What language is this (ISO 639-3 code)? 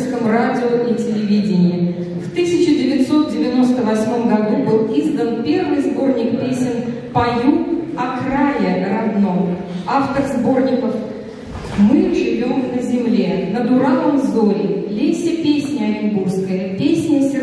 rus